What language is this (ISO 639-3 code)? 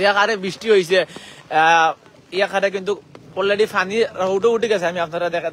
syl